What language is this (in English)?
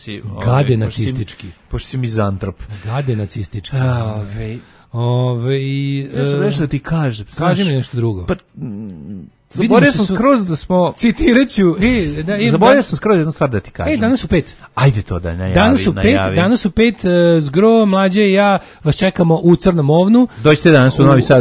Serbian